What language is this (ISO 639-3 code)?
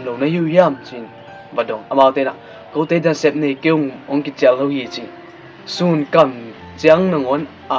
ctd